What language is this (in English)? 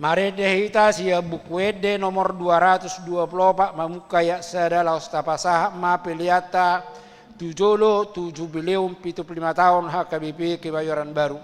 Batak Toba